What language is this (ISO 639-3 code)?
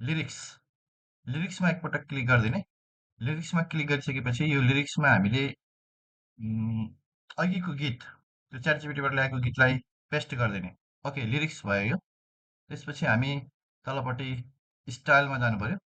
nep